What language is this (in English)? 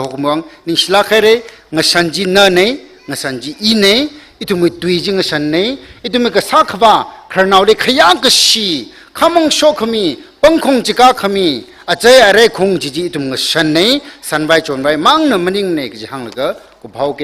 Tangkhul Naga (India)